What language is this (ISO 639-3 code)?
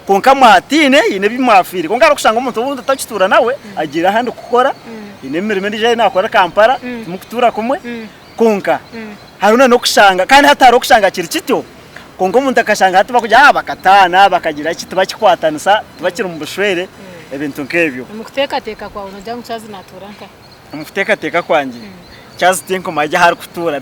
nyn